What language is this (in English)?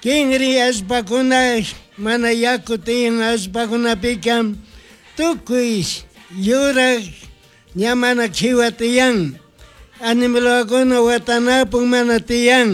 Chimborazo Highland Quichua